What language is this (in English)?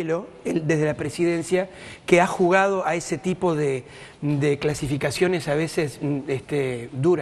Spanish